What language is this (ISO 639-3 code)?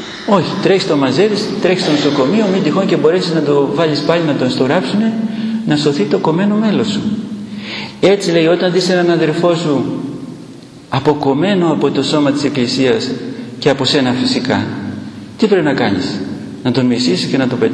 ell